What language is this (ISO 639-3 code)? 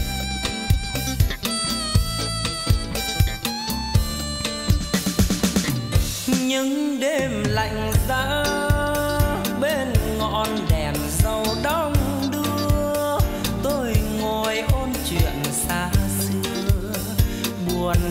vie